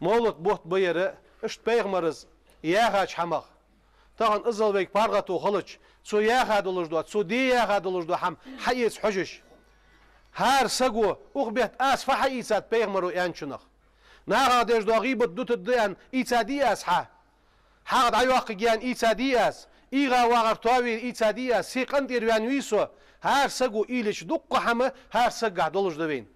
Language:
Ingush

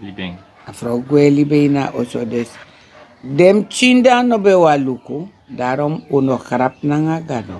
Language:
Sranan Tongo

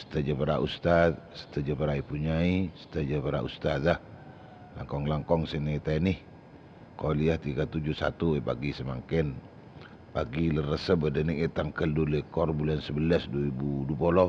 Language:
Madurese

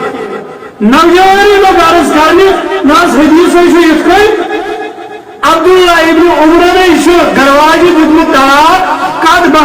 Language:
Kashmiri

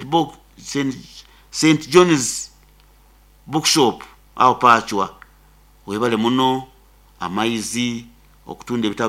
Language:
Nyoro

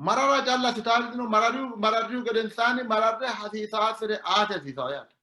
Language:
Sidamo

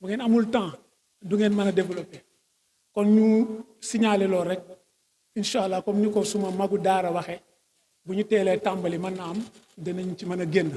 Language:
Wolof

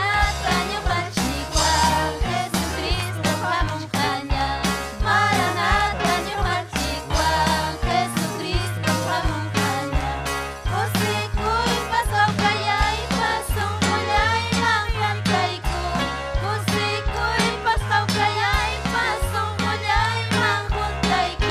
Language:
Ayacucho Quechua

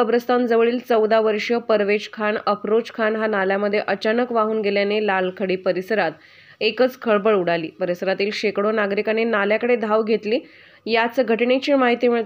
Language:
Marathi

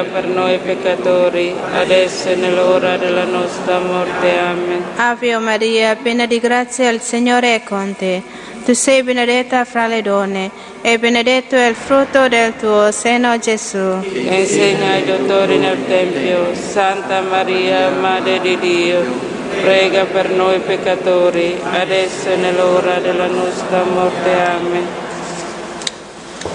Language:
Italian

